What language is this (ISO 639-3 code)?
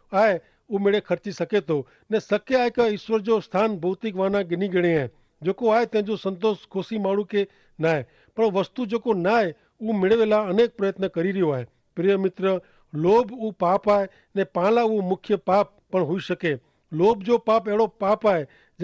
kfr